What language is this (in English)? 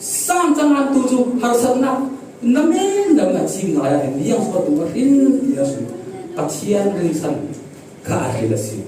Falam Chin